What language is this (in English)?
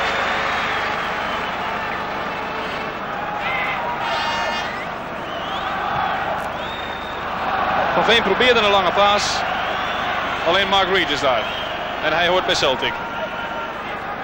Dutch